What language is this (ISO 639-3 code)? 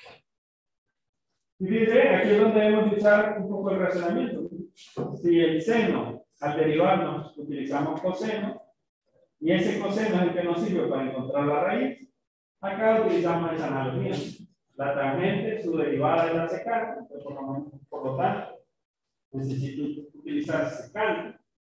spa